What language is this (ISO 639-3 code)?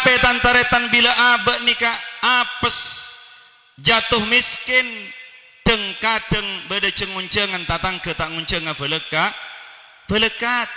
mad